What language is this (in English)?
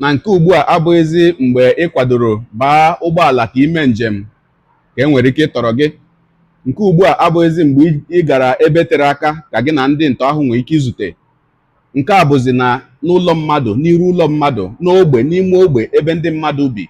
Igbo